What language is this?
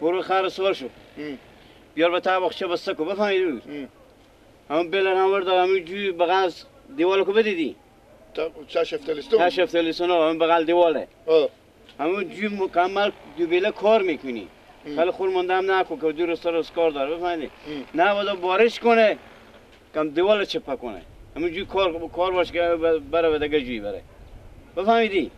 Persian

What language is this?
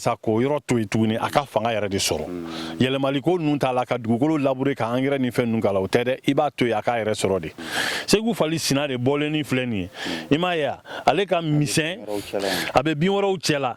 Bambara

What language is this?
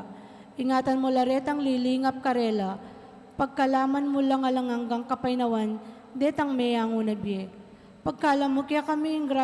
Pampanga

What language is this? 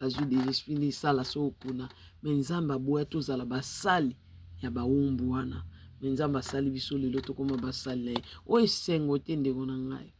Lingala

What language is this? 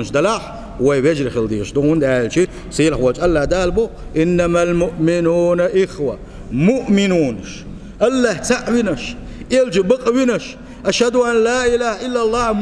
Chechen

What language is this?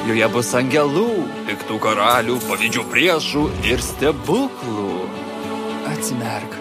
Lithuanian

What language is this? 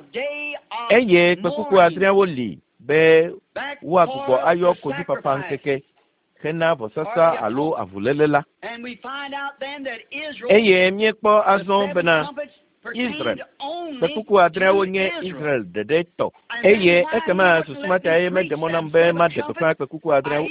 Ewe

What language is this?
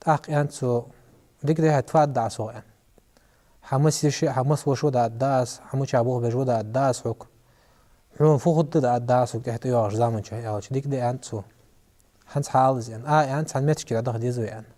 Ingush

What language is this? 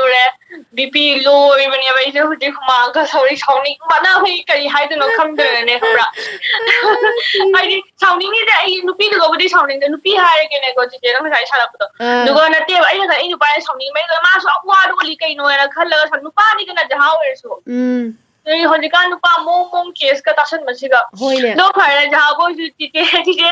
Manipuri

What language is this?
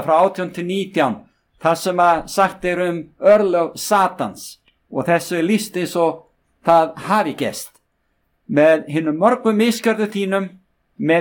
Icelandic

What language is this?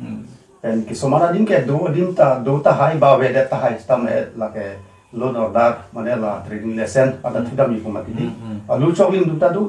Karbi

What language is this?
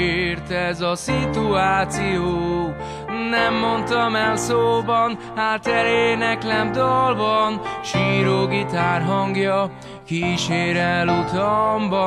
Hungarian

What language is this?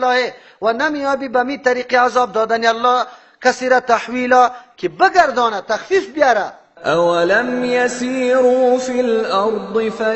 Persian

